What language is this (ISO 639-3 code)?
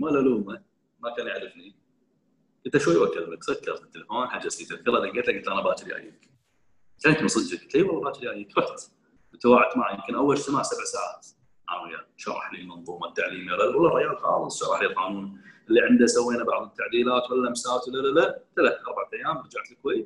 afb